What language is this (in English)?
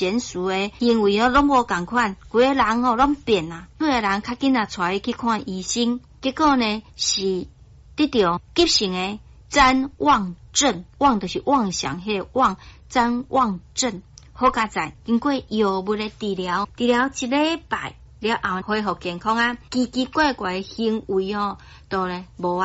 Min Nan Chinese